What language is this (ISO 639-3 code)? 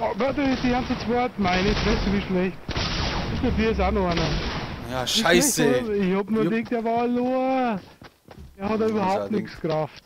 bar